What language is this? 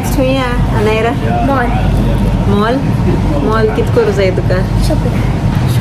Konkani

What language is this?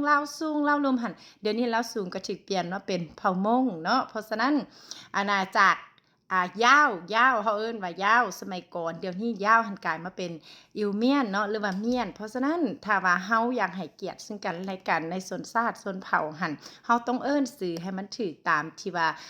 Lao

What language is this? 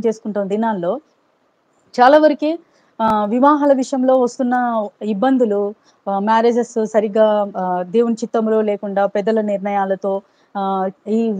Telugu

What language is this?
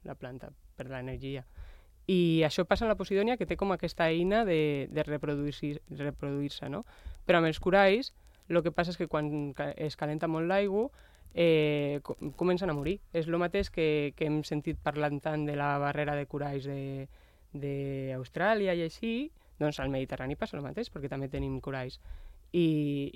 Catalan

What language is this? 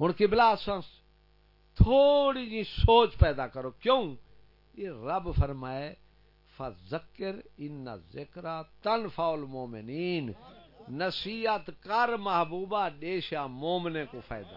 Saraiki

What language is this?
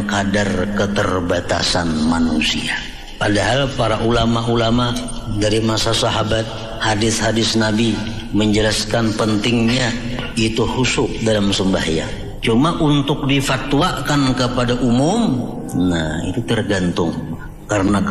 Banjar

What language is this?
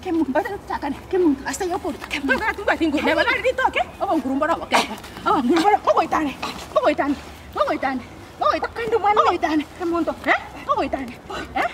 Gusii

